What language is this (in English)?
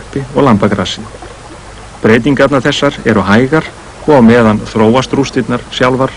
Icelandic